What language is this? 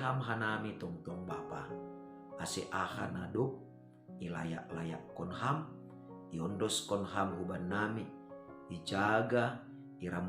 Batak Simalungun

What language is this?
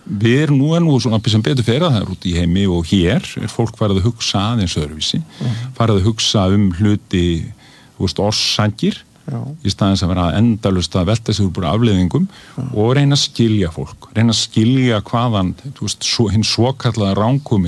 Icelandic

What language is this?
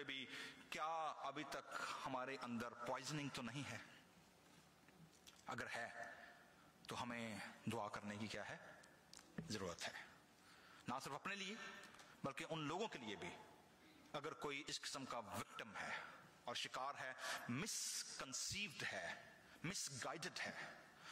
Urdu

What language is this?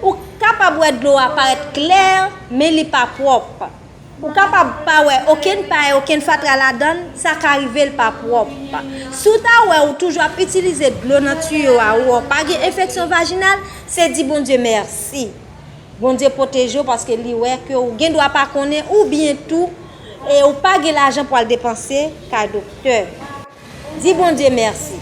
Haitian Creole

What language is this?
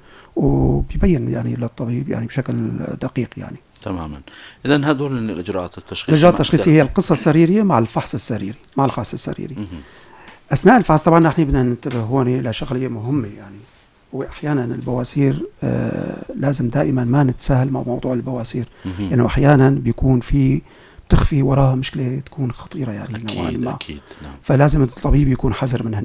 North Levantine Arabic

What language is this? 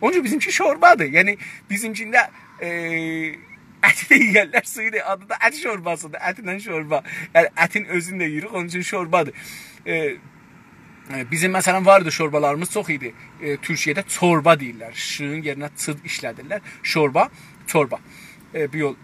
South Azerbaijani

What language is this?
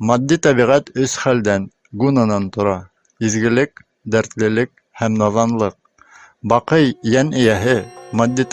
Bashkir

